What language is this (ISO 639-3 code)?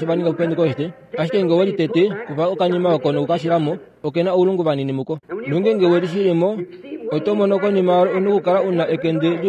kua